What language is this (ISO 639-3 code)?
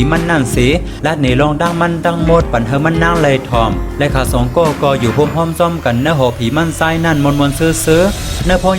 shn